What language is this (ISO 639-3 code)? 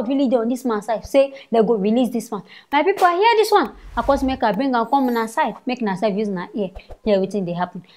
pcm